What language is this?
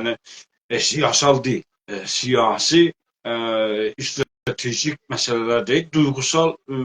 South Azerbaijani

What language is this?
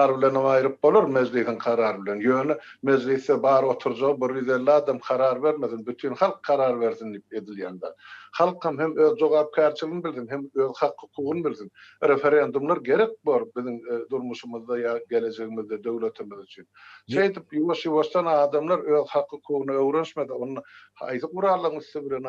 Turkmen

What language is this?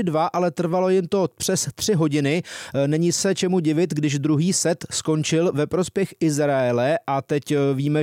Czech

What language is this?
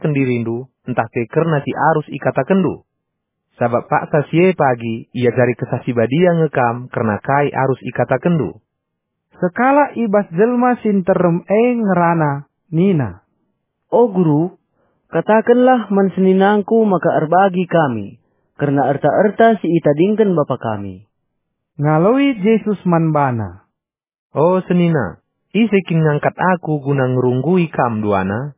Batak Karo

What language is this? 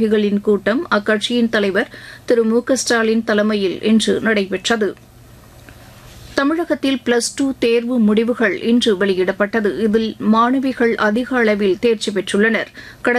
Tamil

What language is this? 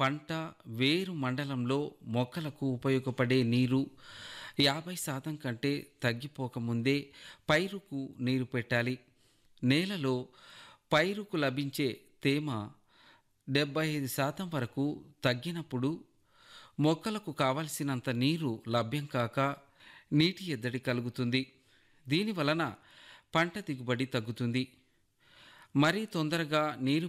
Telugu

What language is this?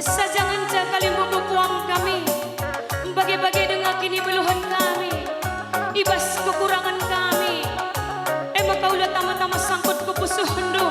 Batak Karo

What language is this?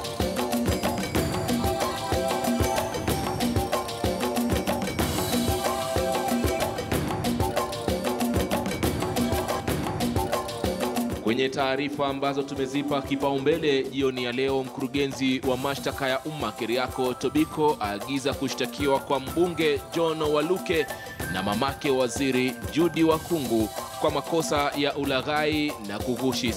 Swahili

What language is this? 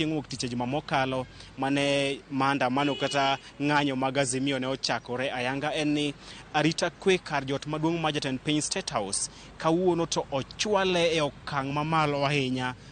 Luo (Kenya and Tanzania)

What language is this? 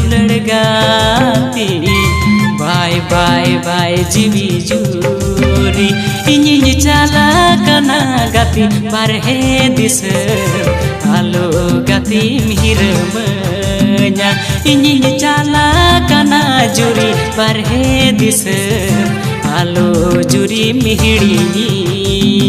Santali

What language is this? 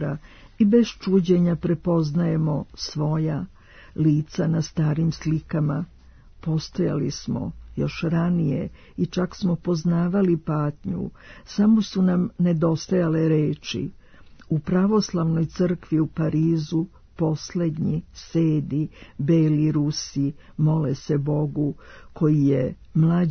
Serbian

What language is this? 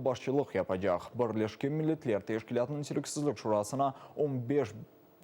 Crimean Tatar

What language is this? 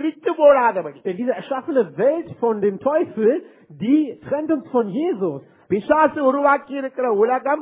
Tamil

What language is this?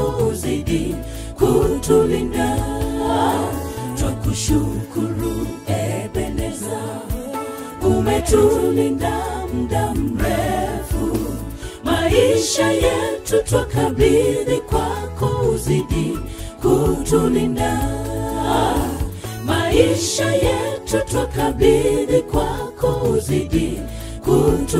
Swahili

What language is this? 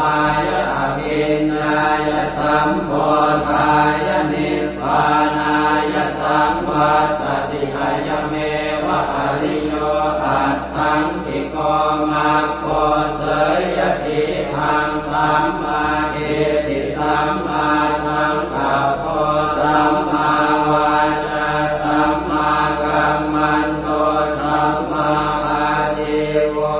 Pali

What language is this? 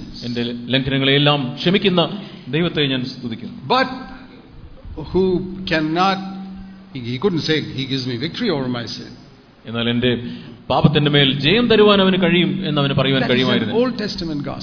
Malayalam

